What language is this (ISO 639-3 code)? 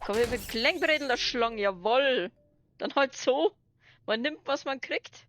bar